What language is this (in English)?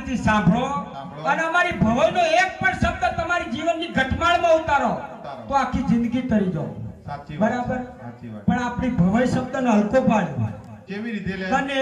Gujarati